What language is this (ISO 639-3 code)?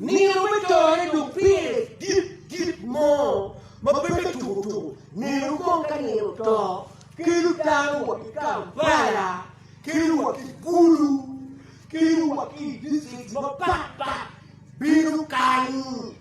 ach